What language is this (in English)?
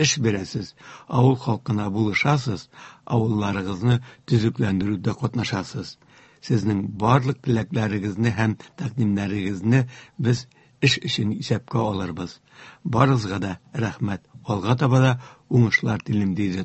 Tatar